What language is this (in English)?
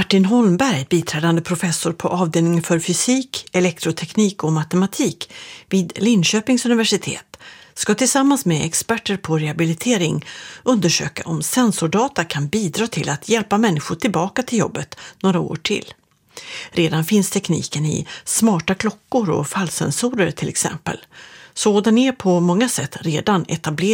Swedish